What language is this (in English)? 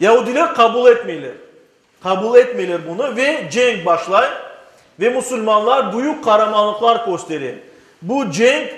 Crimean Tatar